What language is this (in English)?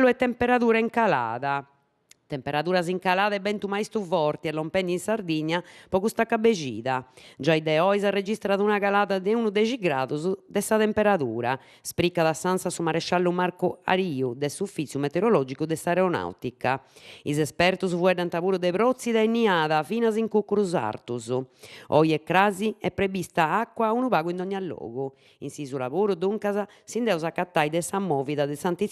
Sardinian